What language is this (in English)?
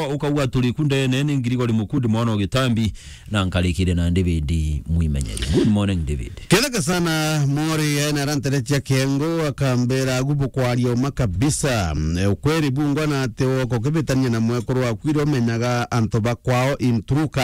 Meru